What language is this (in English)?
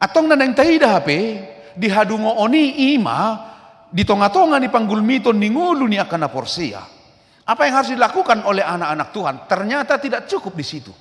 Batak Toba